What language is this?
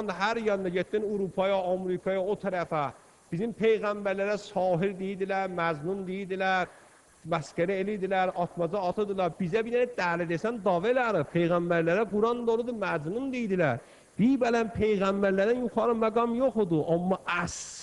Azerbaijani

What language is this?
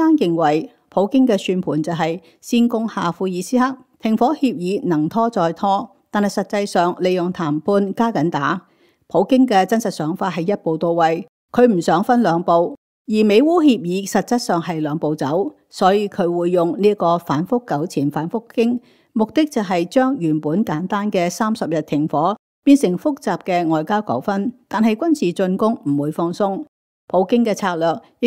Cantonese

